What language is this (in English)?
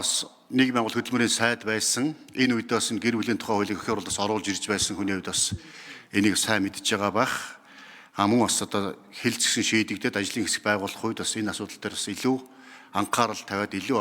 Mongolian